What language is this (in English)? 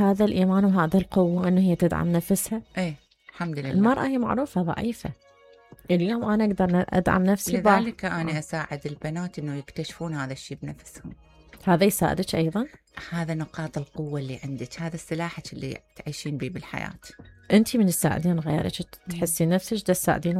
Mesopotamian Arabic